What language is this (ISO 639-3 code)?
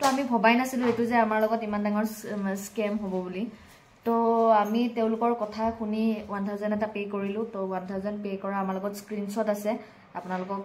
asm